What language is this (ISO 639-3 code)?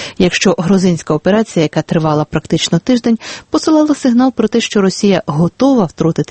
ukr